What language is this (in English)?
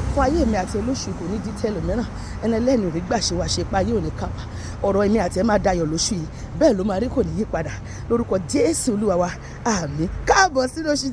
Yoruba